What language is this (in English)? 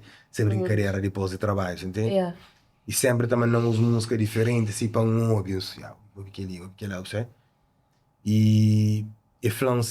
Kabuverdianu